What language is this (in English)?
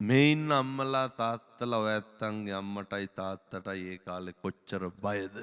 Sinhala